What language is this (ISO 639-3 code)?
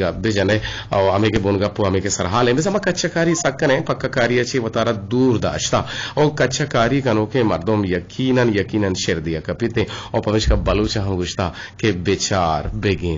bgp